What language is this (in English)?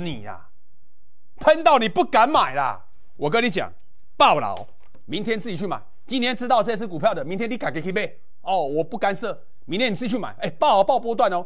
Chinese